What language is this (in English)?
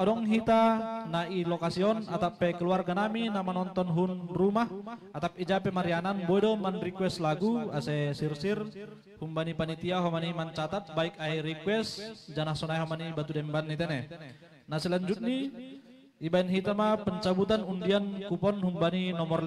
Batak Simalungun